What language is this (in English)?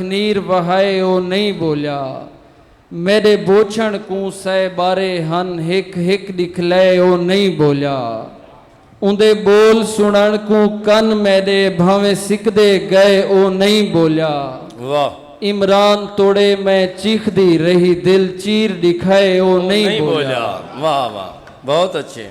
Saraiki